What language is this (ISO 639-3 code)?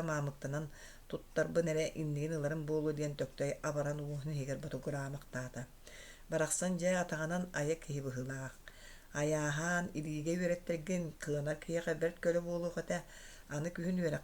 sah